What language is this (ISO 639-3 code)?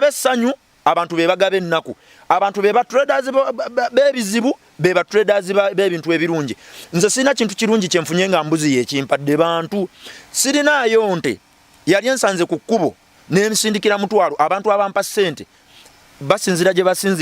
lug